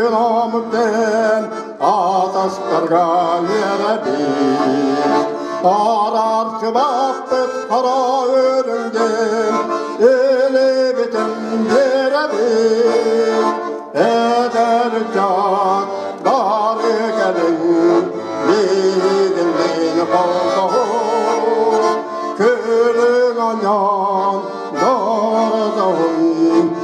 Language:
Yakut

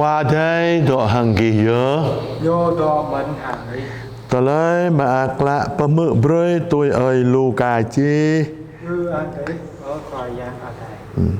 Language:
Jarai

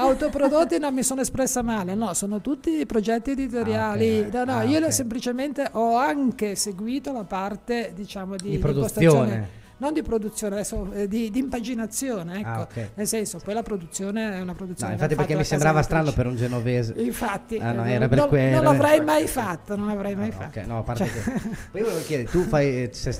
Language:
Italian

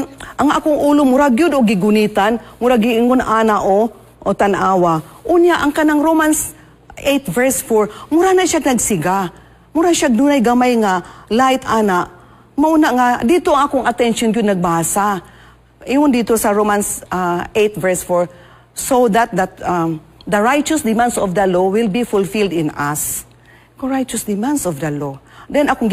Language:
Cebuano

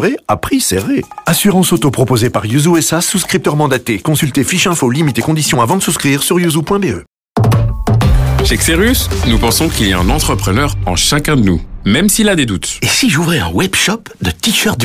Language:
French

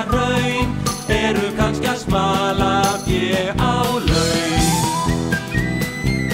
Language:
Icelandic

